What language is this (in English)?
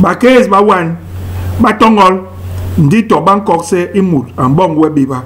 Basaa